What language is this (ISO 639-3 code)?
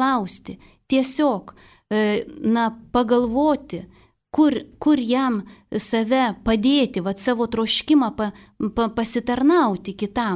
lit